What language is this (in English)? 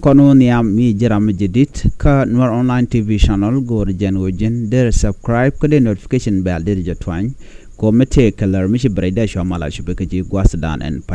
Nuer